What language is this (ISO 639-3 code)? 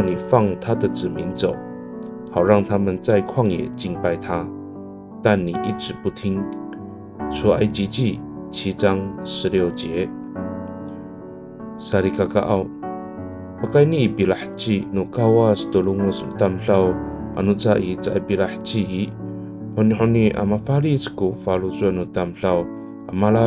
ami